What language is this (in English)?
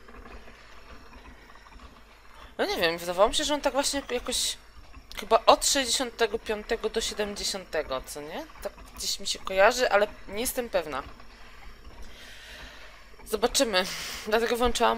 Polish